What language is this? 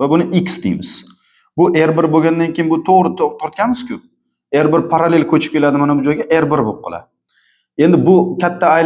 Uzbek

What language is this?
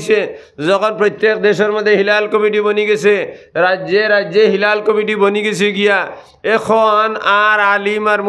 Sylheti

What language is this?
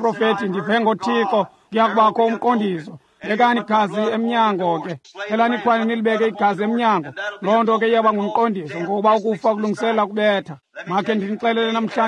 Xhosa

